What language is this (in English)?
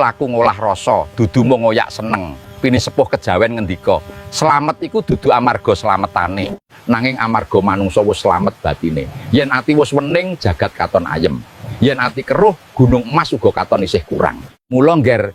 Javanese